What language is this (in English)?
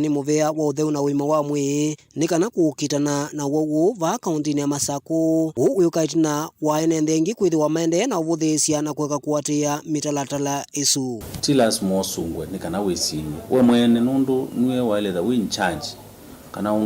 Kamba